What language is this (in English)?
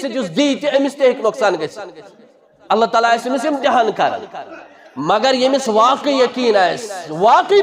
Kashmiri